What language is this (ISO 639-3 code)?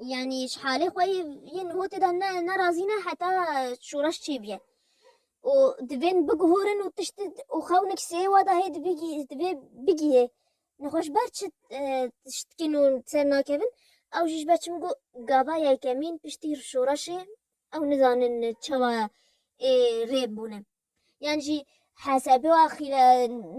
kur